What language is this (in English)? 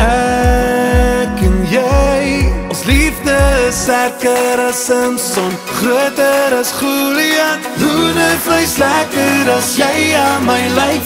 Afrikaans